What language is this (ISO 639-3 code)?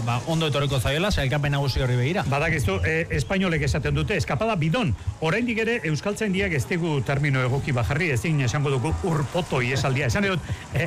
eus